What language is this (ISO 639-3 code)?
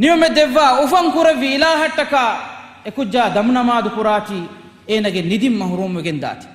div